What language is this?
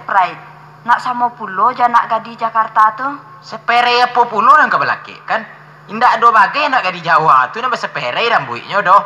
Minangkabau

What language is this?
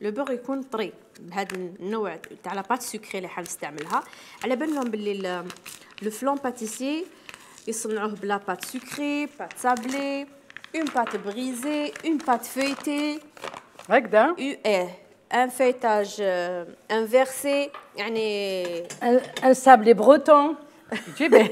Algerian Arabic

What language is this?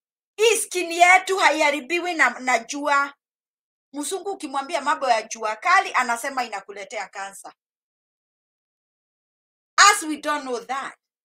Swahili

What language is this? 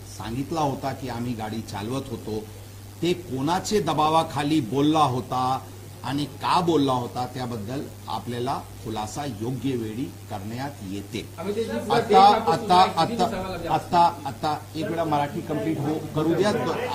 Marathi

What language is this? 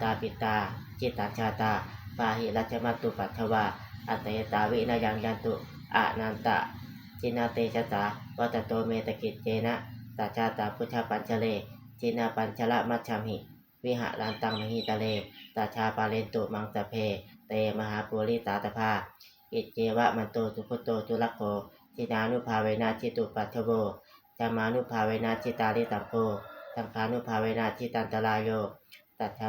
Pali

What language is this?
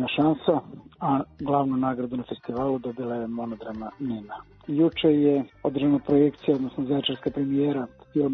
Serbian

